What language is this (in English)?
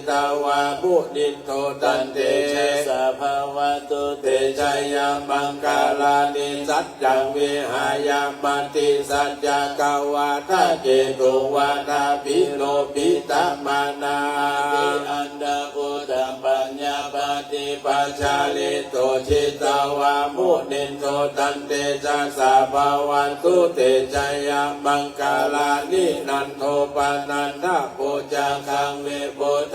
Pali